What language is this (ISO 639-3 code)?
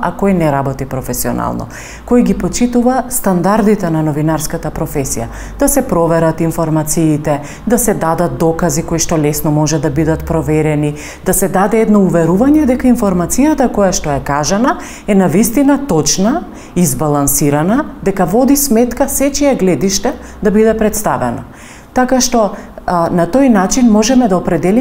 mkd